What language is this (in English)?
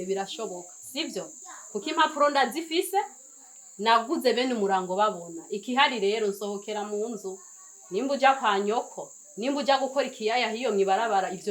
Rundi